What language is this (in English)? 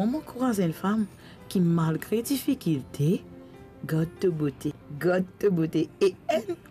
Morisyen